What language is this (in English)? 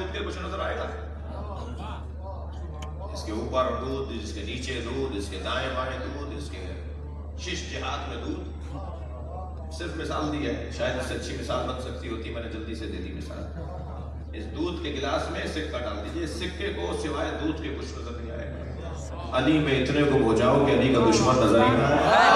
Urdu